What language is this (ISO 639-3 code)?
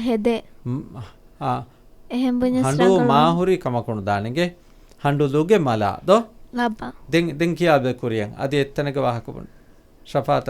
div